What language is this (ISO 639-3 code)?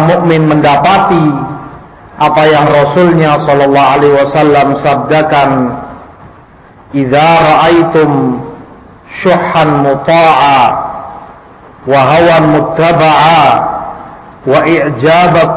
ind